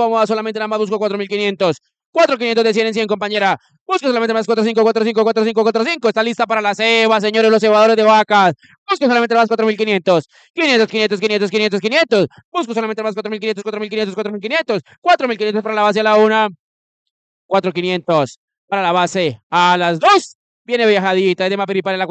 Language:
Spanish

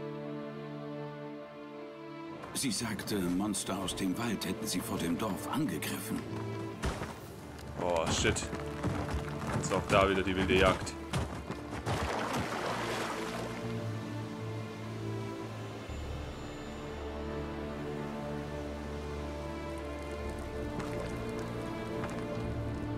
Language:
German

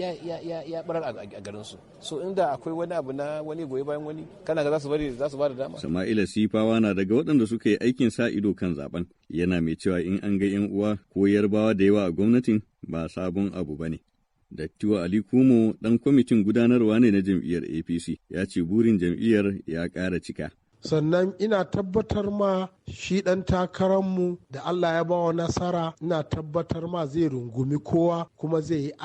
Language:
Hausa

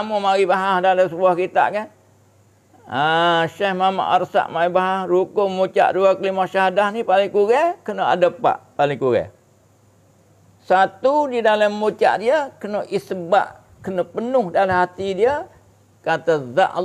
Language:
Malay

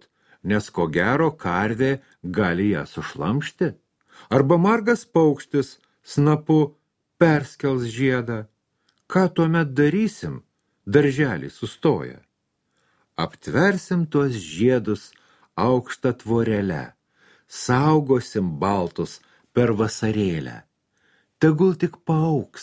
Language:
Lithuanian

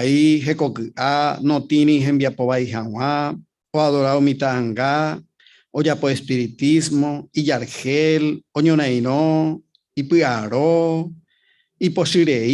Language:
Guarani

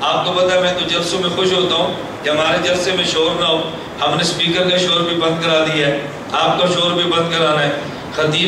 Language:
Urdu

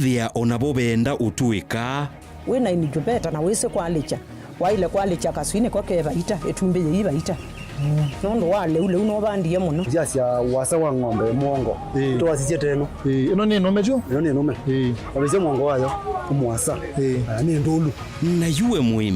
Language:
Kamba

